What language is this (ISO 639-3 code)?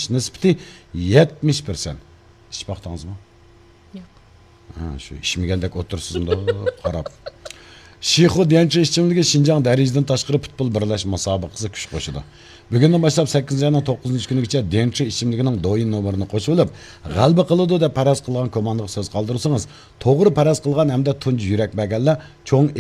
uig